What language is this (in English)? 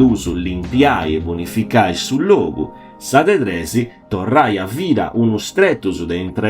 Sardinian